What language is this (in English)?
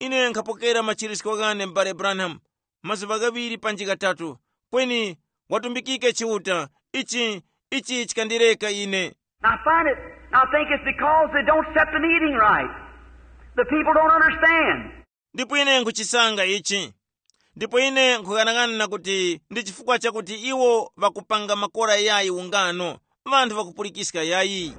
Tumbuka